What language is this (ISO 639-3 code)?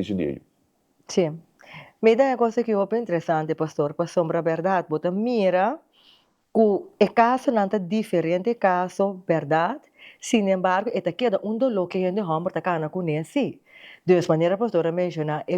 pap